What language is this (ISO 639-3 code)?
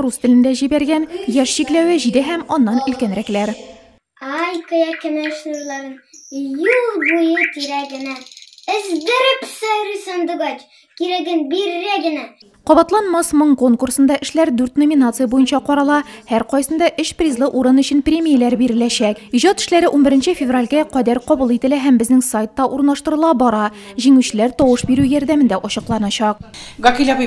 tat